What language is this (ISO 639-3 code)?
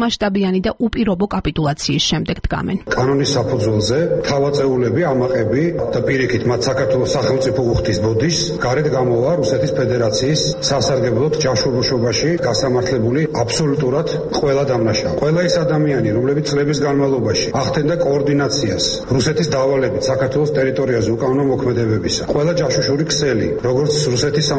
kat